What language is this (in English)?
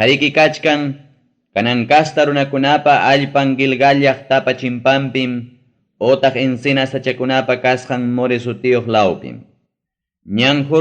Ayacucho Quechua